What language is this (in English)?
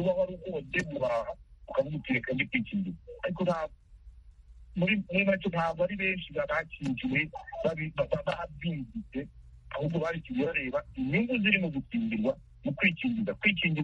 Kinyarwanda